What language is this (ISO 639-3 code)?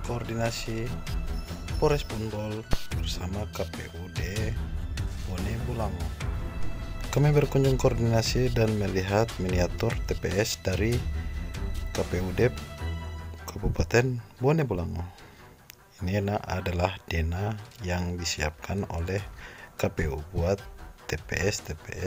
ind